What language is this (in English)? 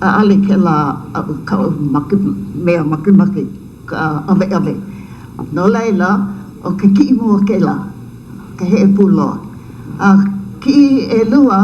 Hawaiian